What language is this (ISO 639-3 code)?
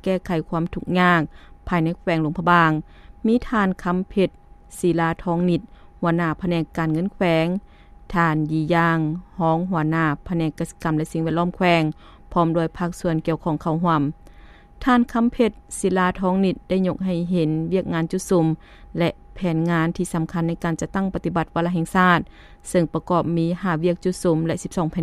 lao